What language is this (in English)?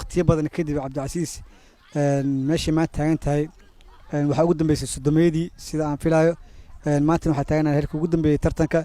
Somali